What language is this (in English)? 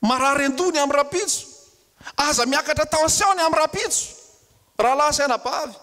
Malagasy